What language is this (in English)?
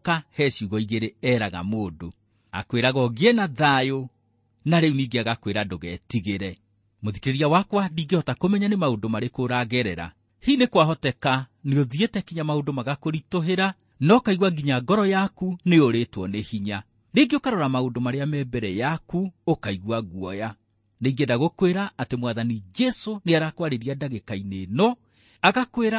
Kikuyu